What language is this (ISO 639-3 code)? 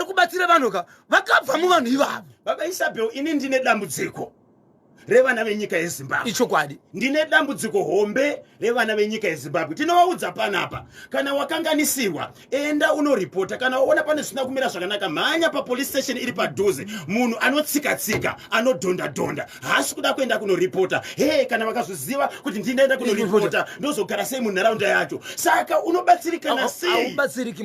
sna